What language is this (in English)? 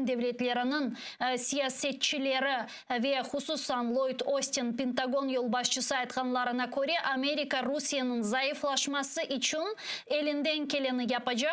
Crimean Tatar